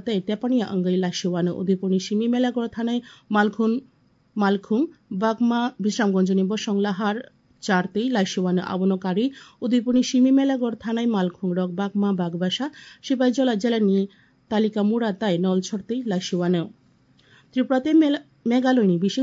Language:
Kok Borok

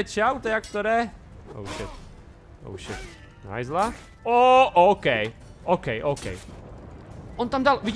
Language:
Czech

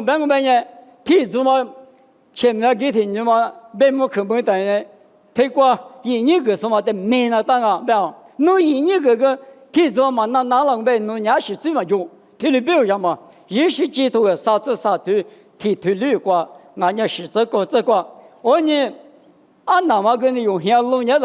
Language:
Lisu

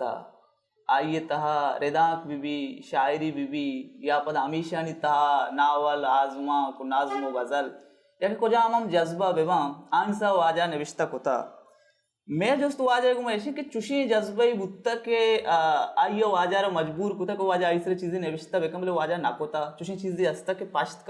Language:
Baluchi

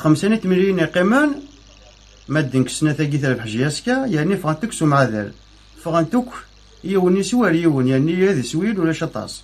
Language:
Kabyle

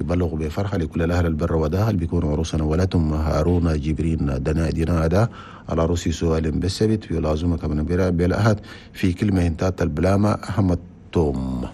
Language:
Chadian Arabic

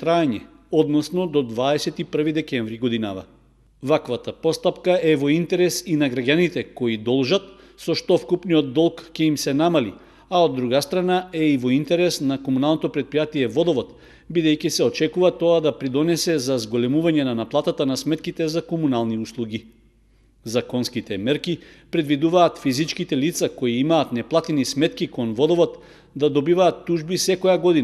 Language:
Macedonian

